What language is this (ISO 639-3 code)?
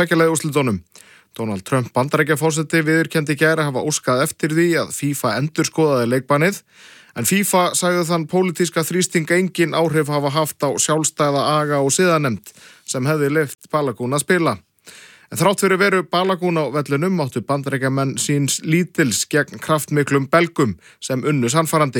isl